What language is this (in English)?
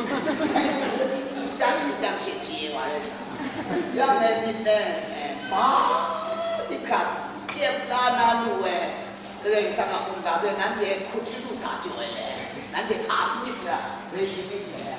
Kachin